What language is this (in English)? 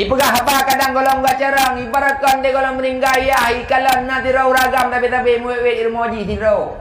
Achinese